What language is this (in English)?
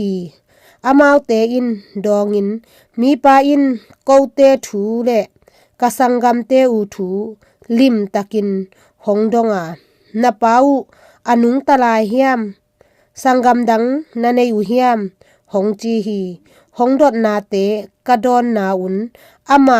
Tedim Chin